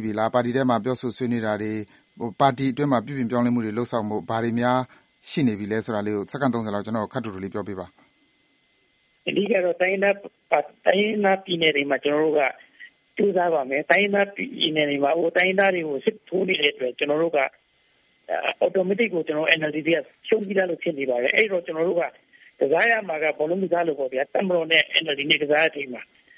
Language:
Burmese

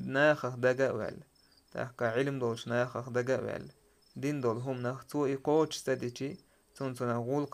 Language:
Chechen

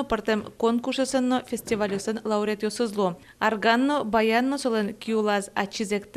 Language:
Udmurt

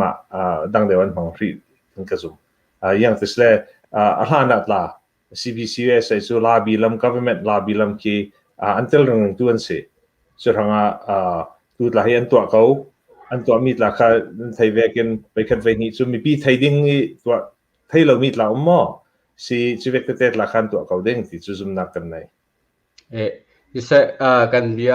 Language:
Hakha Chin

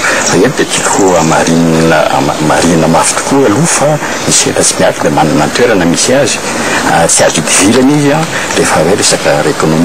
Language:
Malagasy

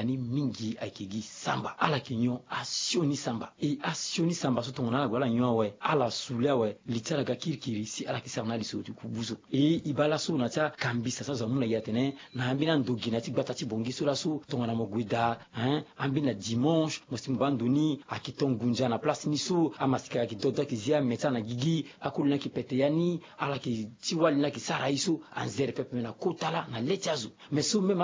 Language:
Sango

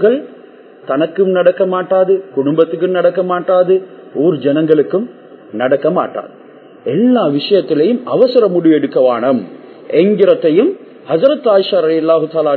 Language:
Tamil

